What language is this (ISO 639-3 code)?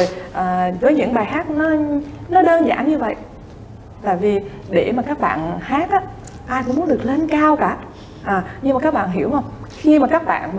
vie